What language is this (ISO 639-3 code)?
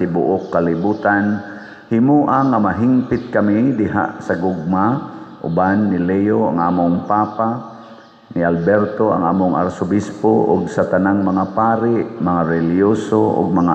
ceb